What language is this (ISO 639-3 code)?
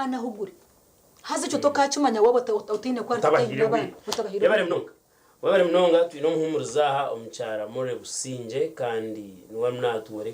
nyn